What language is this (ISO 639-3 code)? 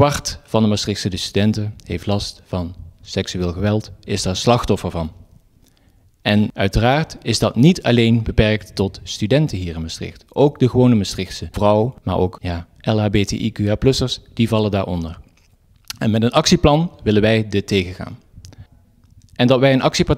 nld